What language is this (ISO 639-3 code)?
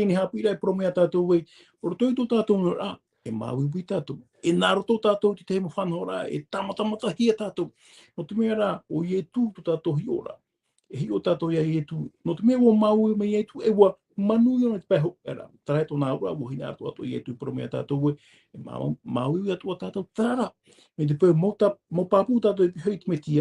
tah